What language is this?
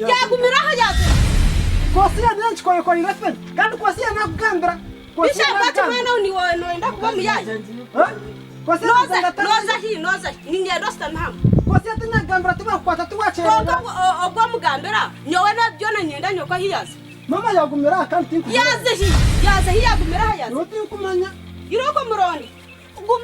Nyankole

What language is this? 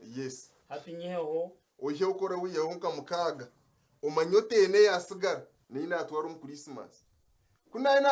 Nyankole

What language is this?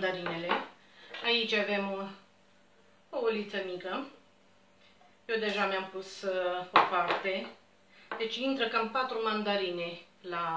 Romanian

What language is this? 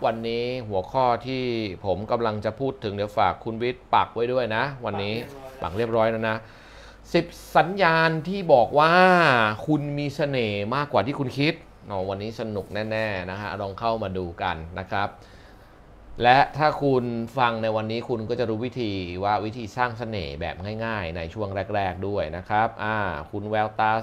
Thai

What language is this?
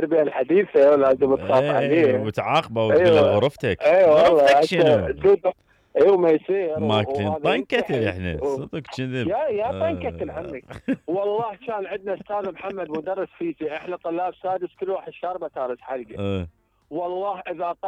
Mesopotamian Arabic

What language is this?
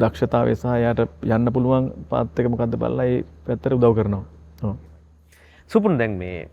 Sinhala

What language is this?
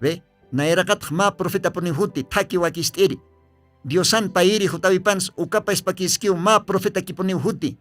Aymara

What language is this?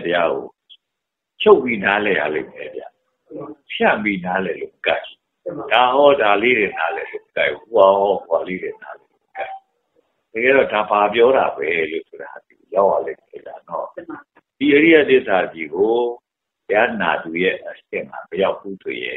Burmese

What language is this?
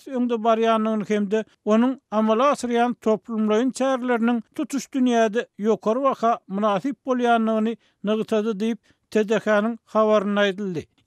Turkmen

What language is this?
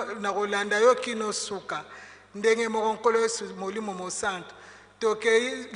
Lingala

